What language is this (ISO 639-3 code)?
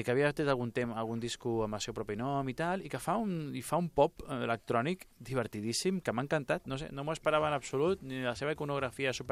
cat